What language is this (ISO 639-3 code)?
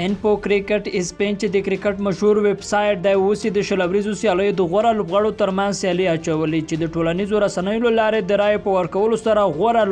pus